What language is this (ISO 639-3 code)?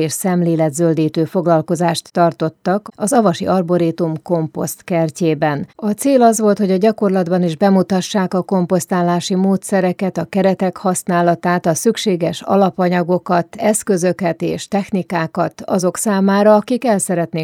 hun